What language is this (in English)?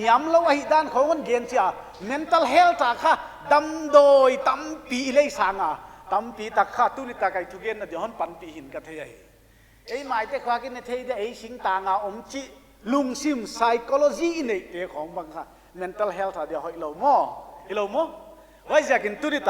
Paite Chin